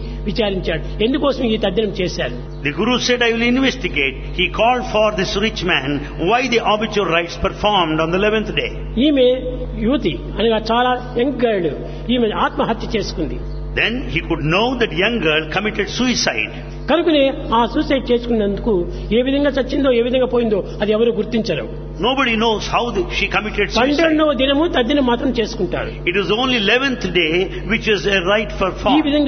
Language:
Telugu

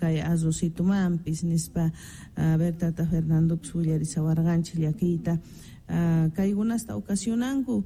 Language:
South Bolivian Quechua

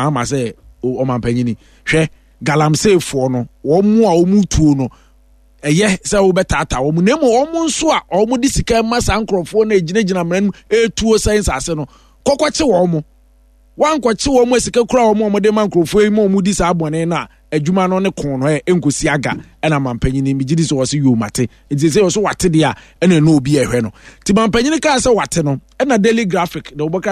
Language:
Akan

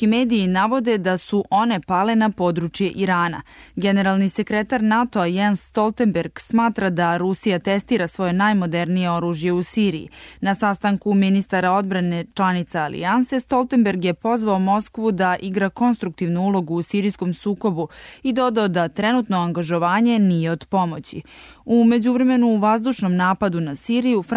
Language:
Serbian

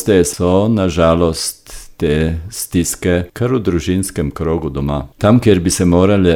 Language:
Slovenian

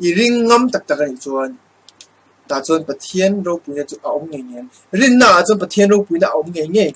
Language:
Mizo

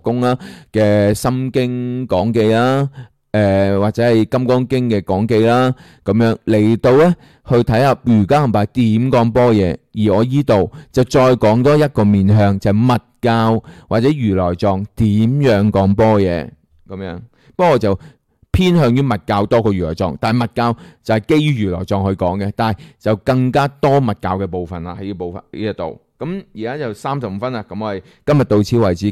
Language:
Cantonese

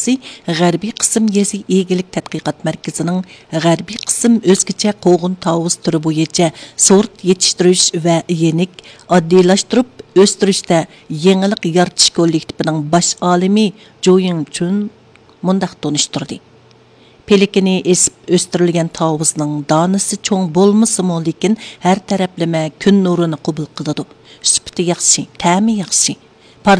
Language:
Uyghur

